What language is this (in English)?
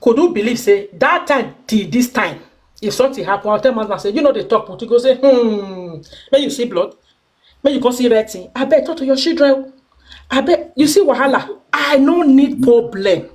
Nigerian Pidgin